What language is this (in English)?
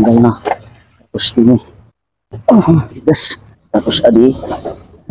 Waray